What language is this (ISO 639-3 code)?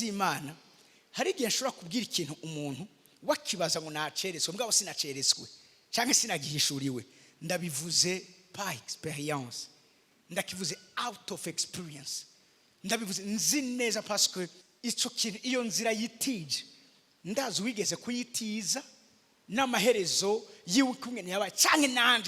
run